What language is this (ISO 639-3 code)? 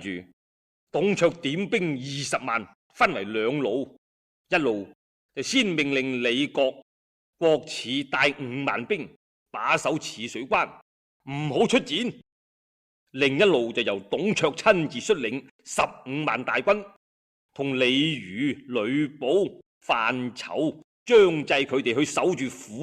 yue